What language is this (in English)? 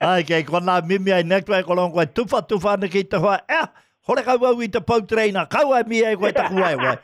Māori